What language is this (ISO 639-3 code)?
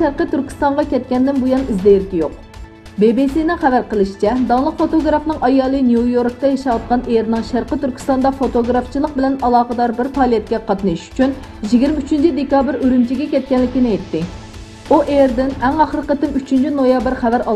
uig